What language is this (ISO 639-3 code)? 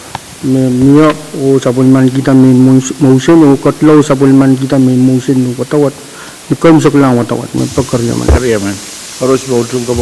pon